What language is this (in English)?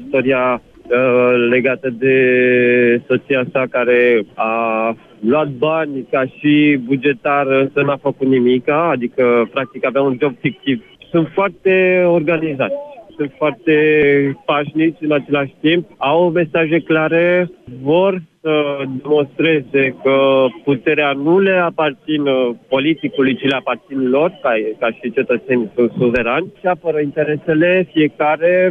Romanian